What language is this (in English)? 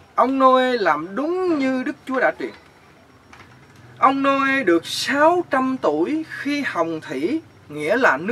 Vietnamese